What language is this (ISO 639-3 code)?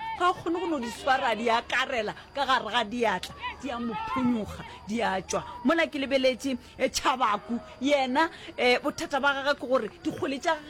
nso